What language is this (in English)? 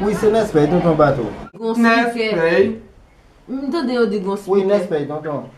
Haitian Creole